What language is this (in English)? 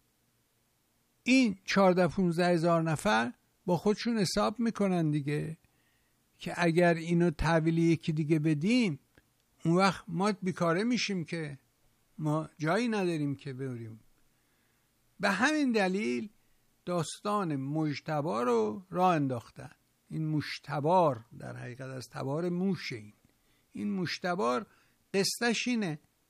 Persian